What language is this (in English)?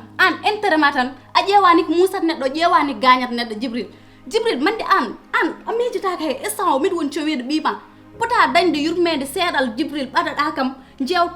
Fula